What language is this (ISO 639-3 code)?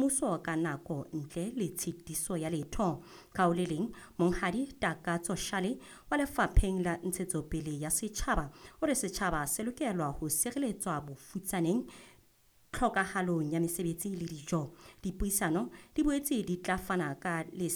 sot